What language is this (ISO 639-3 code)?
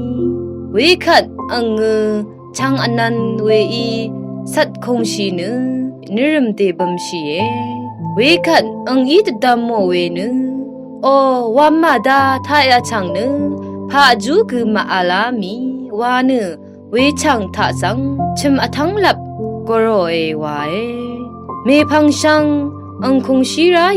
raw